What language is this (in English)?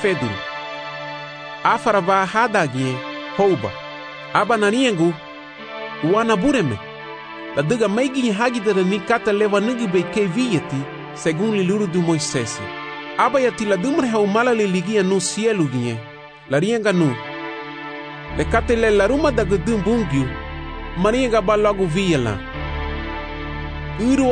Garifuna